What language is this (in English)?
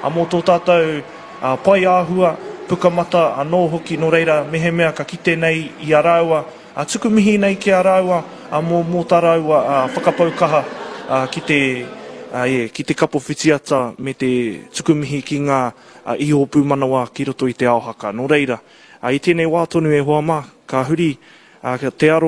Māori